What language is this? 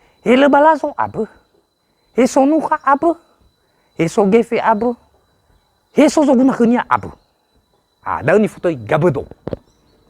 Nias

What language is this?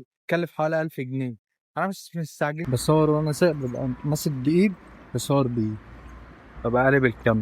Egyptian Arabic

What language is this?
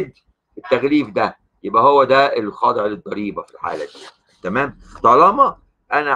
Egyptian Arabic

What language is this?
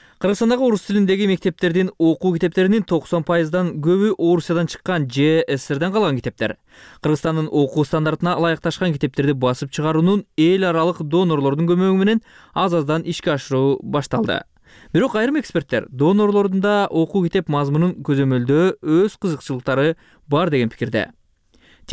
Kyrgyz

